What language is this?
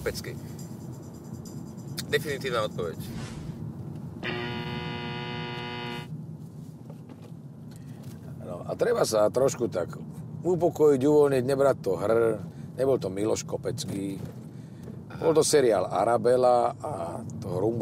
Slovak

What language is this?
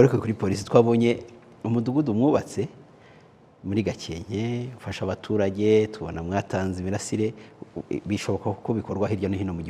Kinyarwanda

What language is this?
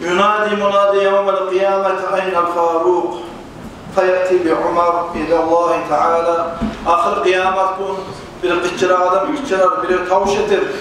Kumyk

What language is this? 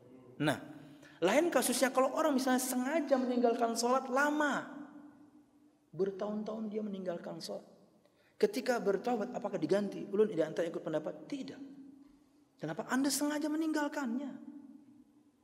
Indonesian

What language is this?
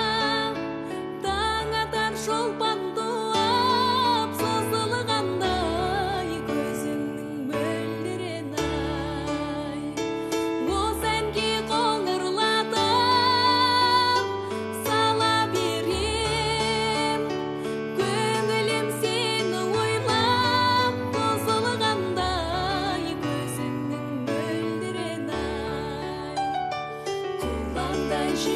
Kazakh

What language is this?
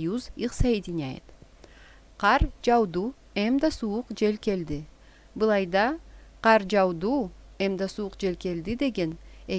Karachay-Balkar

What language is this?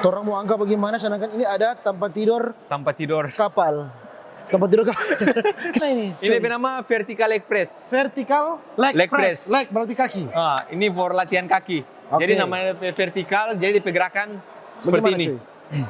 Manado Malay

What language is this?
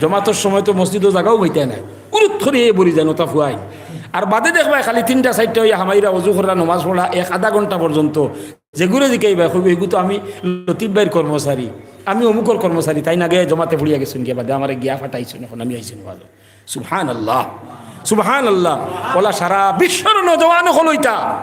Sylheti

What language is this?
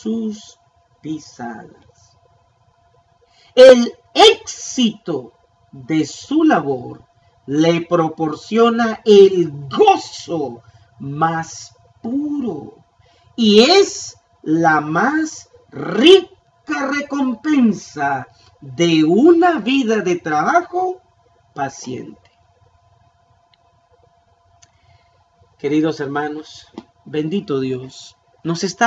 Spanish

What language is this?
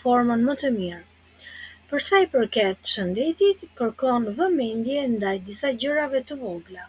Albanian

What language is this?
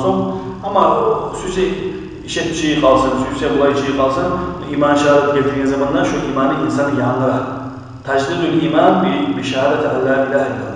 Kumyk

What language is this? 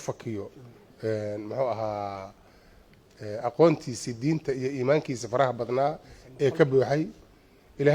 Somali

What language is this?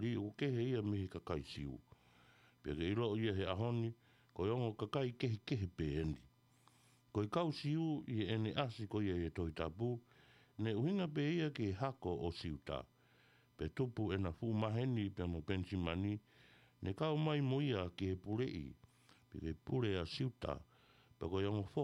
Tongan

